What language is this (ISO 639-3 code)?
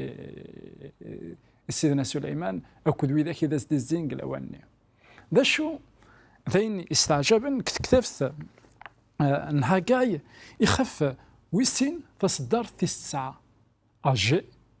kab